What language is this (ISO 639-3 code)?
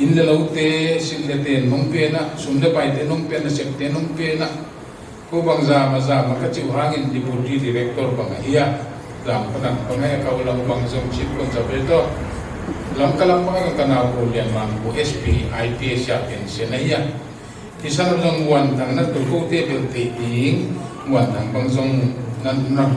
ctd